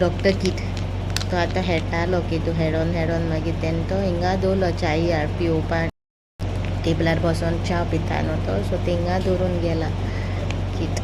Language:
Konkani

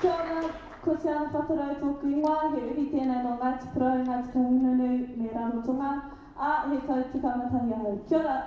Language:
Māori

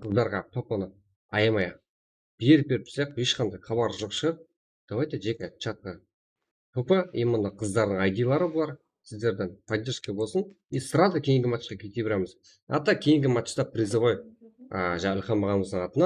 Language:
Kara-Kalpak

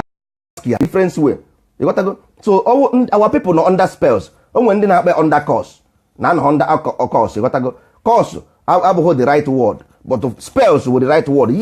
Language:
Igbo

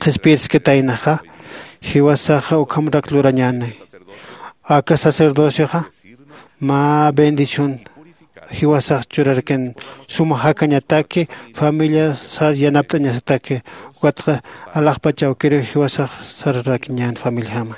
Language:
Aymara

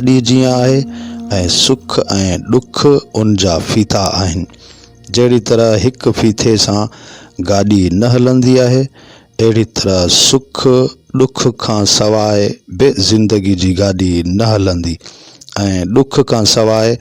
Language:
Sindhi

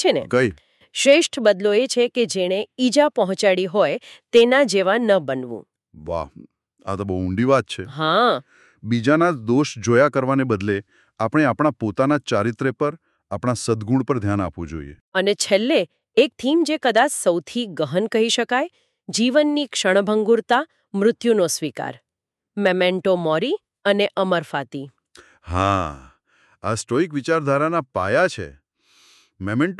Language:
Gujarati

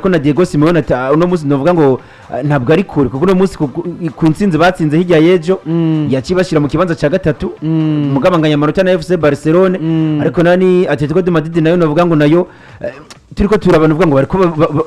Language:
Rundi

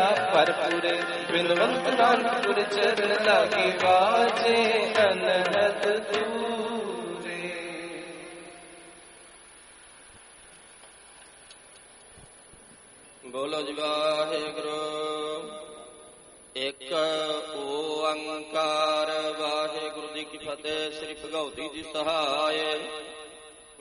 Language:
Punjabi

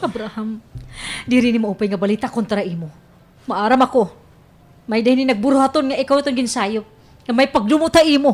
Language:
Waray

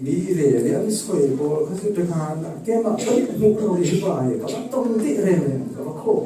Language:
Falam Chin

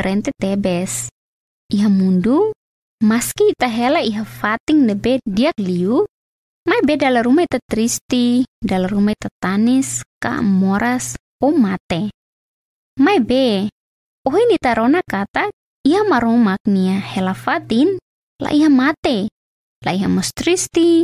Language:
Tetum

